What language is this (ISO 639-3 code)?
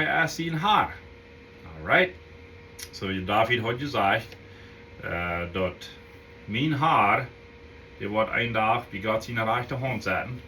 pdt